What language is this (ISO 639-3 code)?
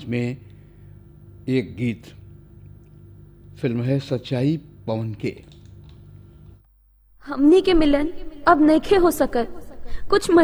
bho